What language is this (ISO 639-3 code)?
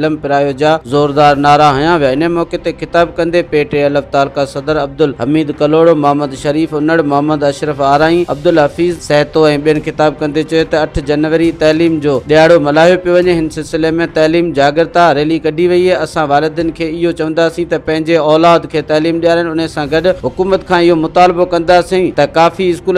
snd